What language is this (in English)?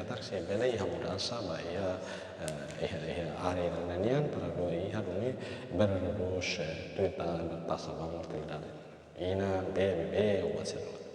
Tetum